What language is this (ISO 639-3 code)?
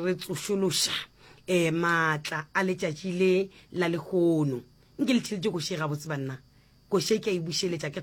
nso